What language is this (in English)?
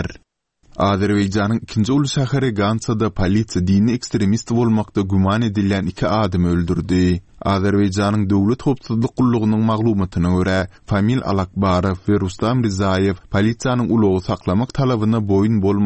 Turkmen